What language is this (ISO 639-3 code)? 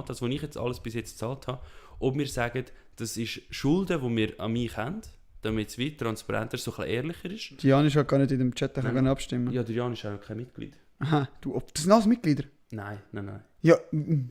gsw